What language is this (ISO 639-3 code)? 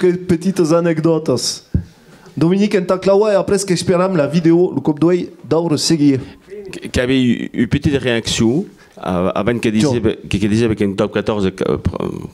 oci